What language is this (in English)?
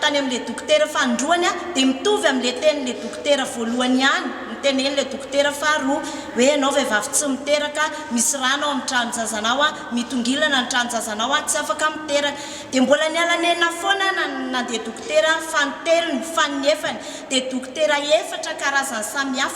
Malagasy